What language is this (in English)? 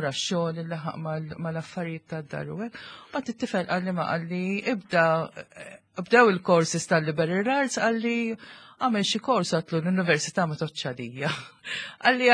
Maltese